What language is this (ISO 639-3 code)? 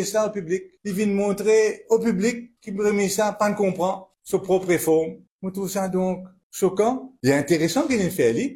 mfe